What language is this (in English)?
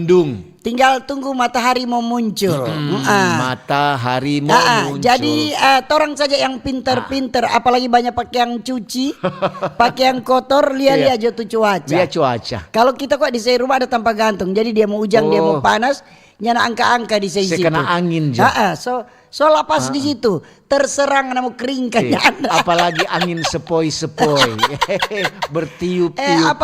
Manado Malay